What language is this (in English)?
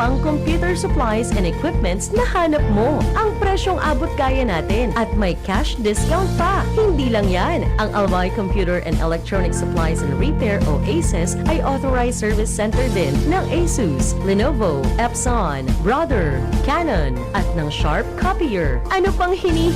Bikol